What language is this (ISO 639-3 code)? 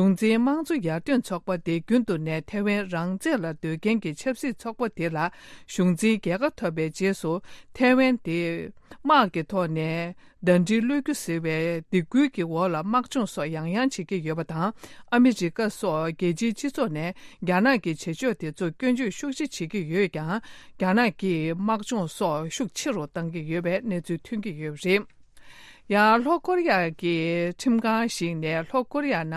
bod